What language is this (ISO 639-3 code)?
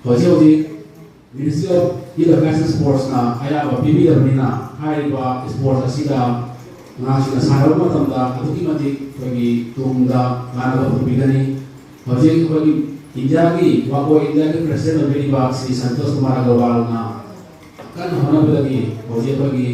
mni